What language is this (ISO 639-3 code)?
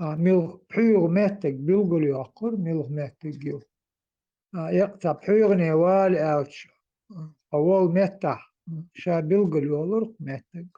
che